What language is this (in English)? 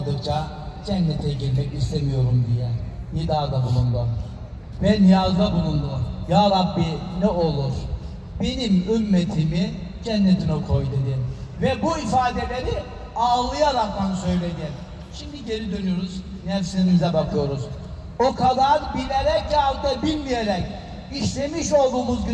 Turkish